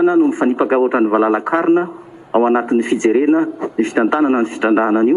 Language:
Malagasy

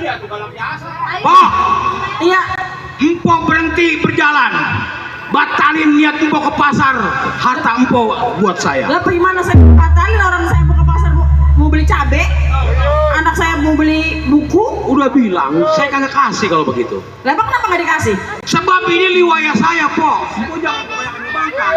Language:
Betawi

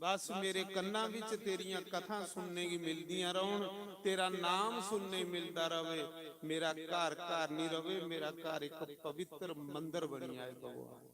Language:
Dogri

